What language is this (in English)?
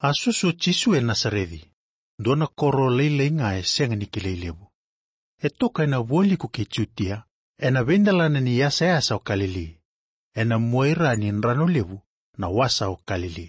Fijian